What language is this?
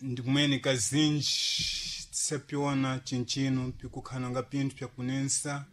Sena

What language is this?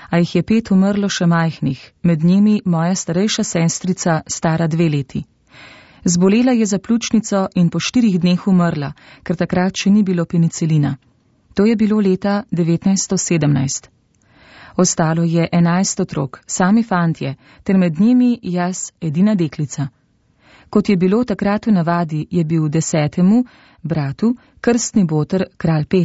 Slovenian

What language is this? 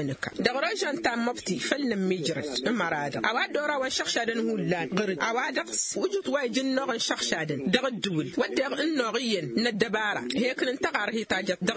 Tamasheq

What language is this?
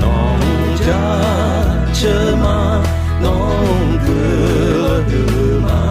Akha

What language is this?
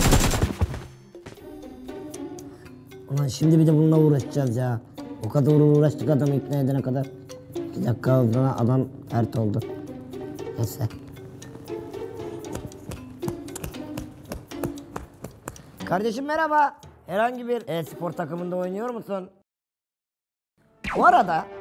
Turkish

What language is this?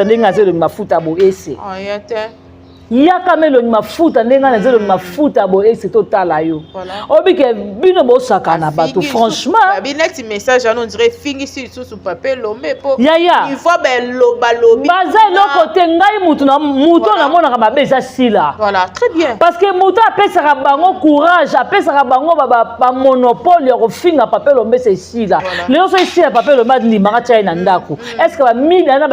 Lingala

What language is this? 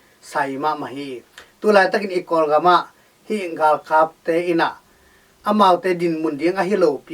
Tedim Chin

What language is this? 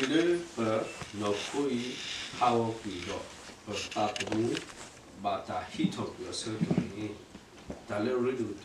S'gaw Karen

